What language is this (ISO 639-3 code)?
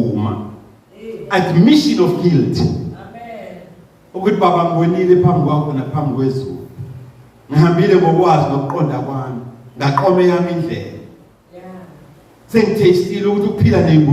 zul